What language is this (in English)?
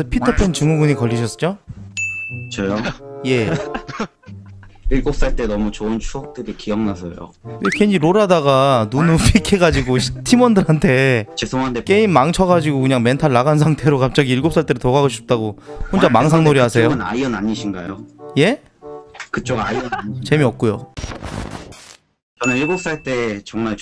Korean